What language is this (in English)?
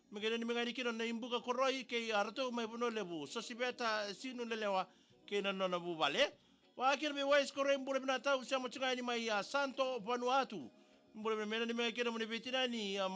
Fijian